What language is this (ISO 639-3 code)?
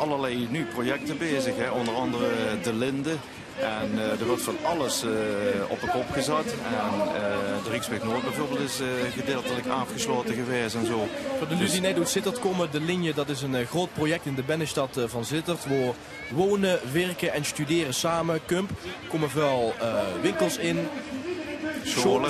lim